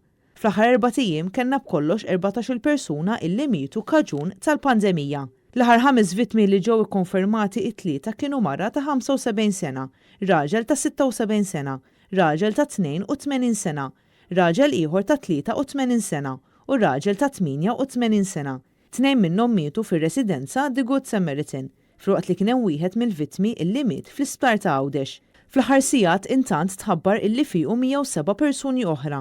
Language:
Maltese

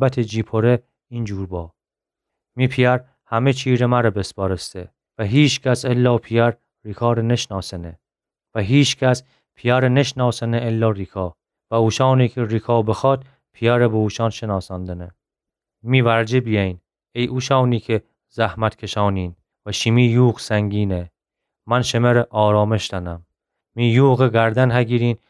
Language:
Gilaki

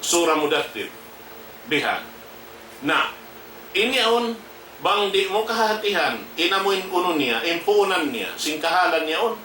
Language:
Tausug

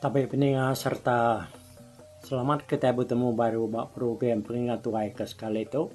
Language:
Iban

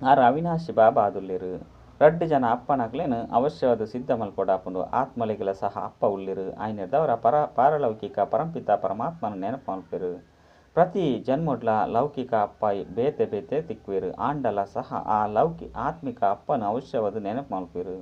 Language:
Tulu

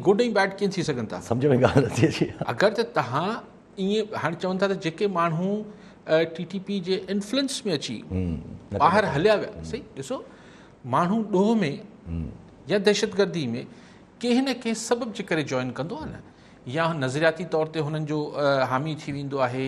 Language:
Sindhi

